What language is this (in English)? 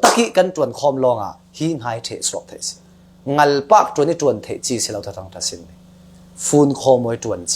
Falam Chin